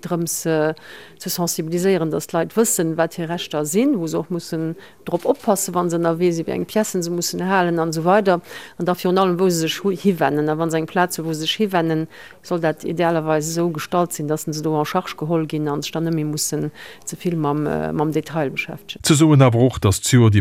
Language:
Luxembourgish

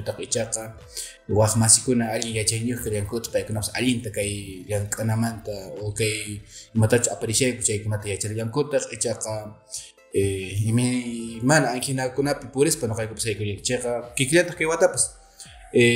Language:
Quechua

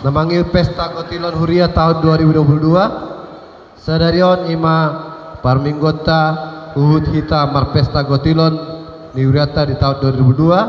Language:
Batak Toba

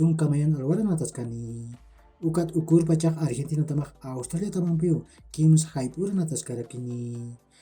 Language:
Aymara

